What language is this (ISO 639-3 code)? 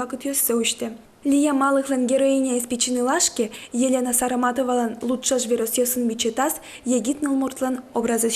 udm